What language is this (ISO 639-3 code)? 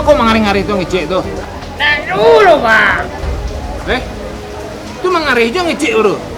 min